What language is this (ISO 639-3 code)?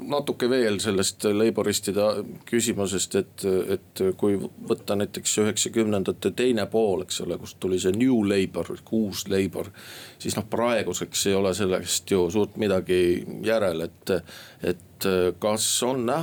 est